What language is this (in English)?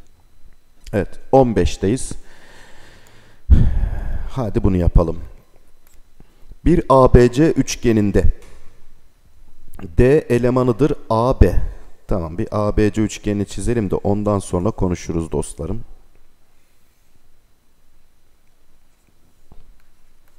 Turkish